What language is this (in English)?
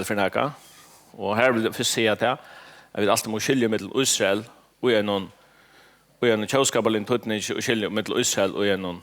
Faroese